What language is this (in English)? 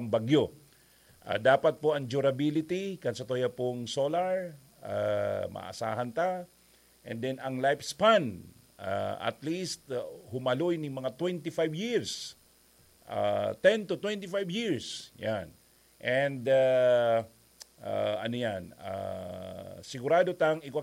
Bikol